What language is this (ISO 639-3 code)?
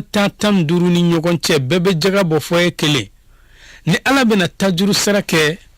bam